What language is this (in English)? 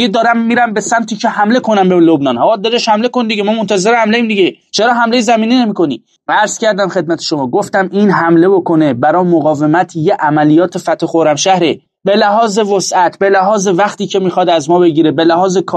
Persian